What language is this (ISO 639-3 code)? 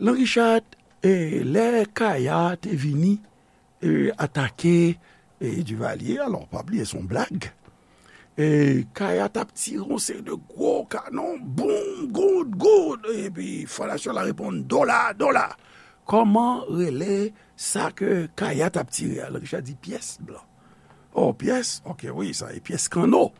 hat